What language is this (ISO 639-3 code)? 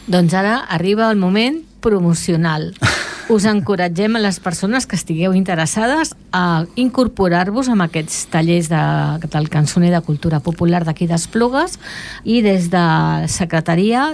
cat